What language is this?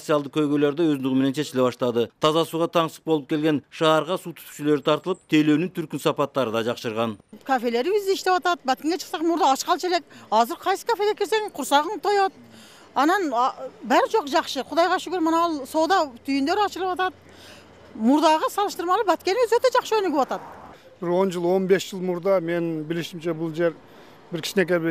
Kyrgyz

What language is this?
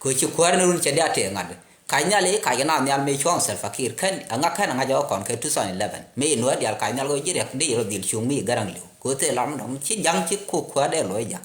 Nuer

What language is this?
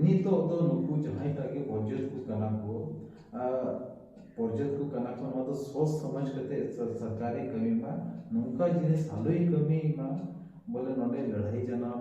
Santali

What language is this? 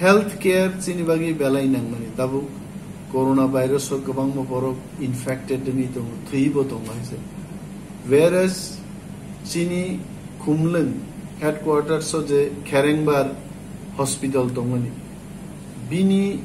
Kok Borok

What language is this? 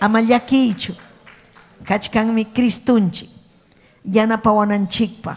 Ayacucho Quechua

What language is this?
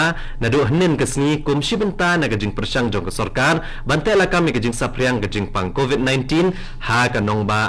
Khasi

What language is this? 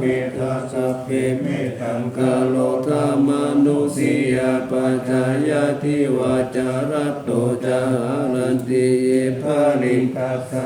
Pali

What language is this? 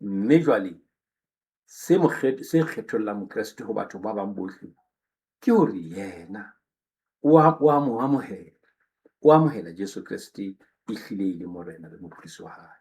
Southern Sotho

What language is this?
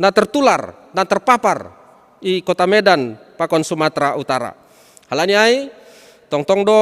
Batak Simalungun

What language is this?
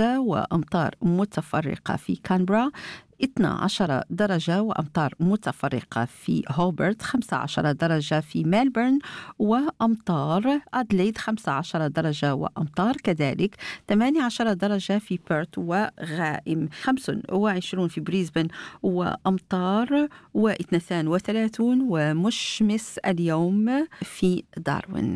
Arabic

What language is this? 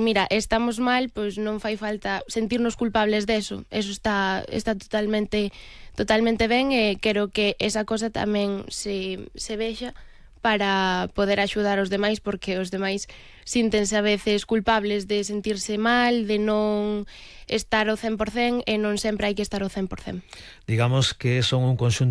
Galician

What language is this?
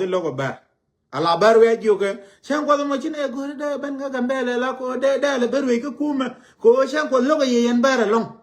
Nuer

